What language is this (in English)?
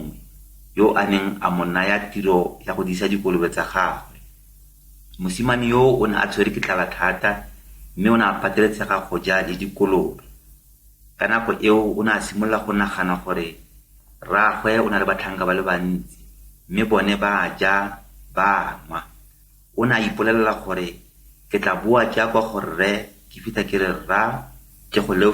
Tswana